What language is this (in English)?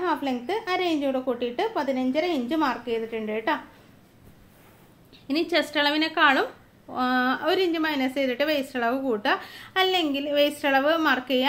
Malayalam